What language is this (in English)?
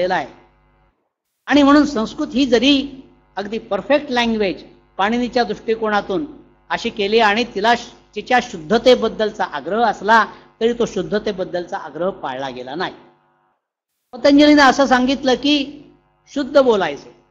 Marathi